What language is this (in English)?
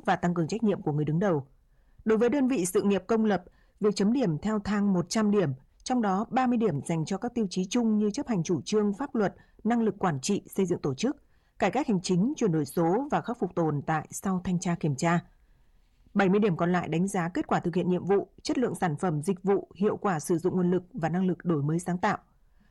Vietnamese